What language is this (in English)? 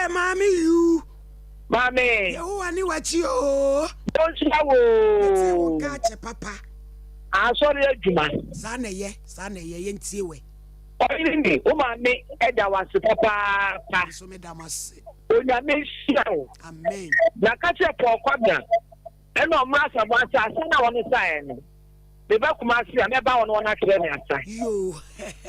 Akan